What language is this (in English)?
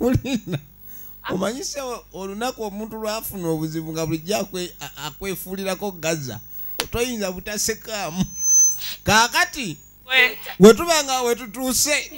Ganda